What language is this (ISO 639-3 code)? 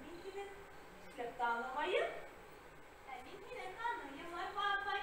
bak